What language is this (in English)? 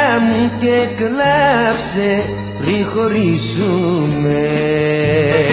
Greek